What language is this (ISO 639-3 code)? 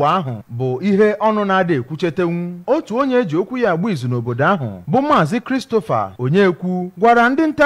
ibo